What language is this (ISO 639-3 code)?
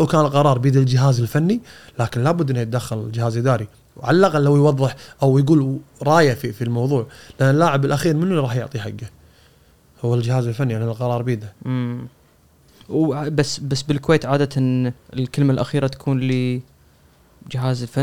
afb